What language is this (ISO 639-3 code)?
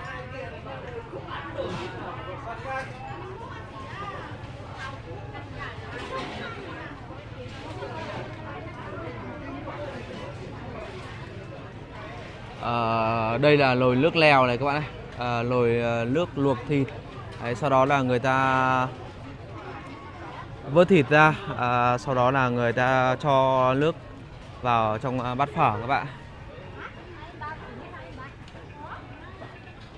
vie